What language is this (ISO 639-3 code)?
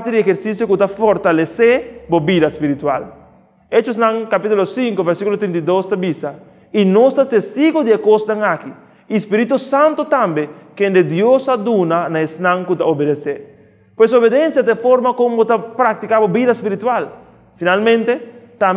pap